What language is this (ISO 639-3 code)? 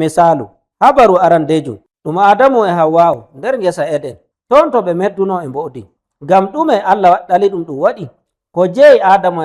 fuv